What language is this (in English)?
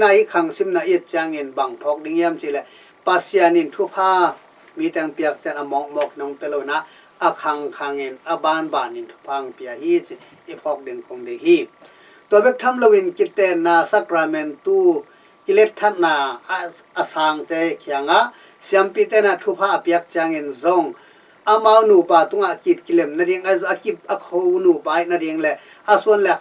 Tedim Chin